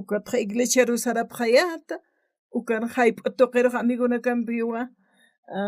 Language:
Aymara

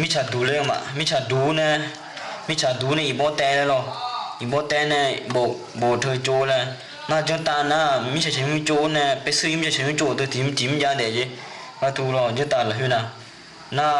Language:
Akha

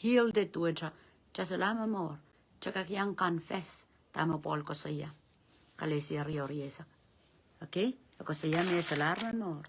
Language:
Pohnpeian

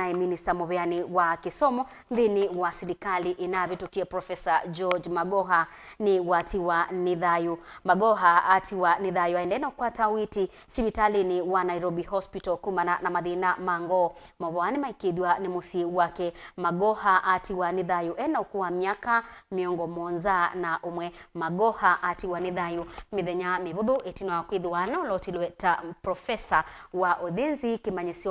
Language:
Kamba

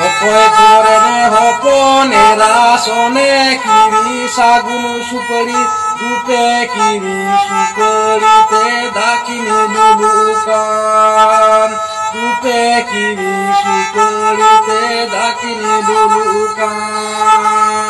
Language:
Santali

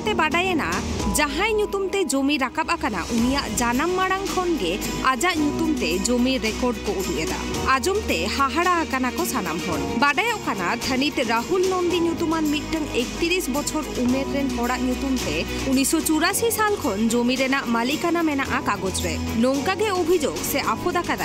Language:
Santali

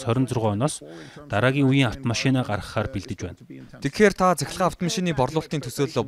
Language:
Mongolian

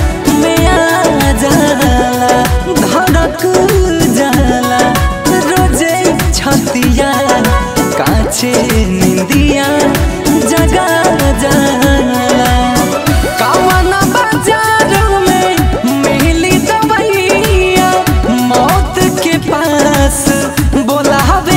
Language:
Bhojpuri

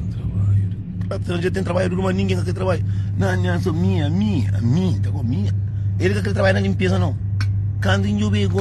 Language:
Kabuverdianu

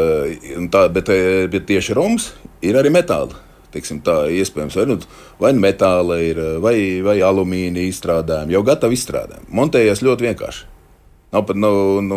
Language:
Latvian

